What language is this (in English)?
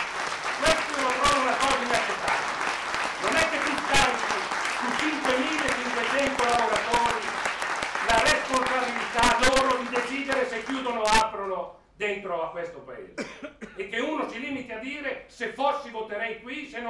Italian